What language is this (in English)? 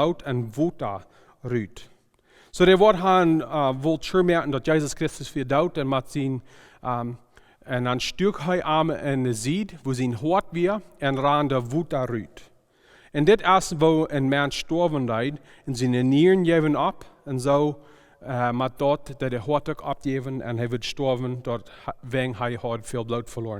Plautdietsch